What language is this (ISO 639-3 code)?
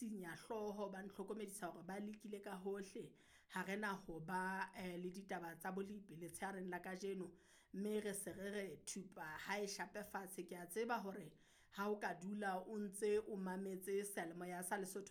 sot